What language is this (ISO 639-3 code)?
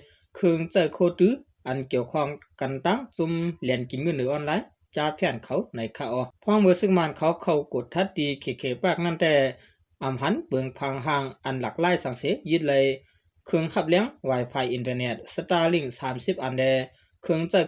shn